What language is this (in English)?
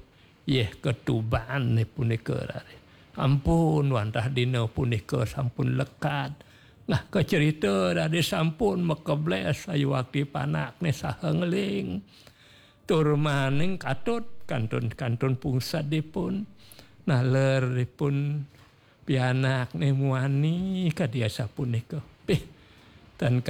Balinese